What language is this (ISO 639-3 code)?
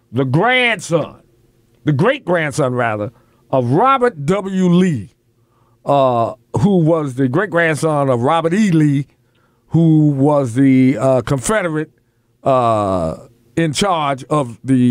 eng